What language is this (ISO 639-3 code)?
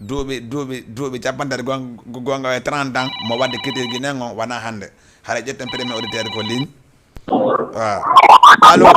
ful